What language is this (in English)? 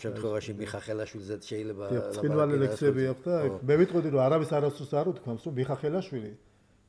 Georgian